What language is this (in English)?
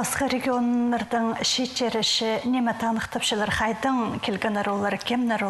Khakas